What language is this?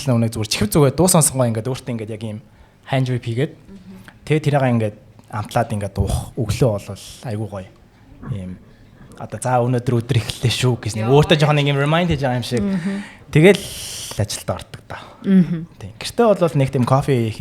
Mongolian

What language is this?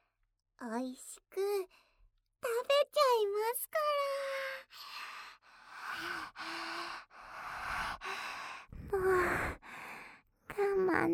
Japanese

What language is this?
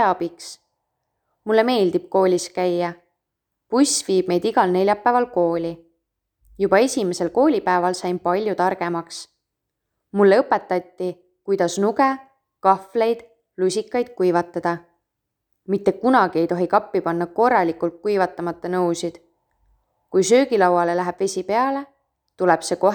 Estonian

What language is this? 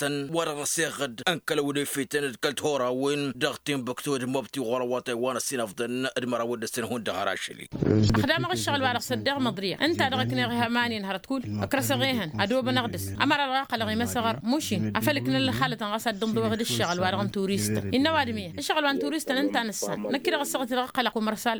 Tamasheq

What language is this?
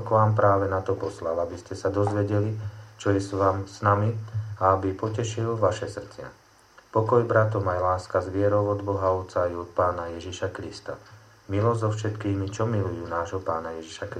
Slovak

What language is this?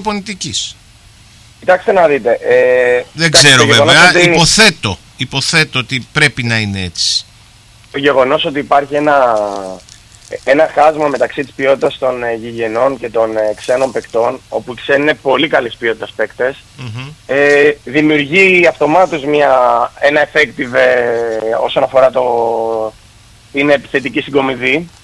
Greek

